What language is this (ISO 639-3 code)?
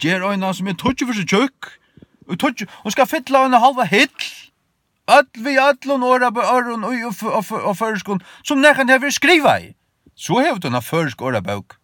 fao